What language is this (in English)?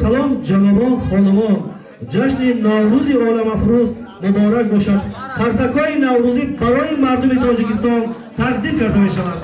Tajik